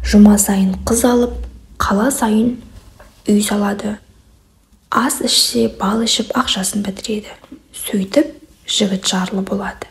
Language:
Kazakh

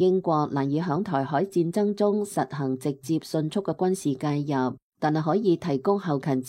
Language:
Cantonese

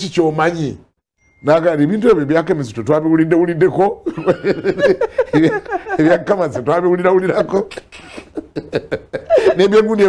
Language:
Ganda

